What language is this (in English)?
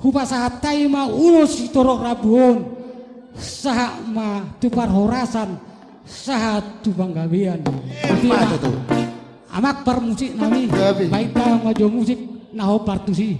Batak Toba